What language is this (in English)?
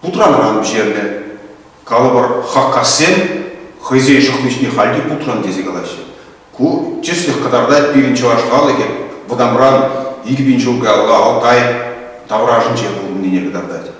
Chuvash